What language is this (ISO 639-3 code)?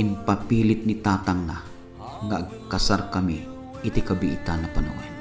ilo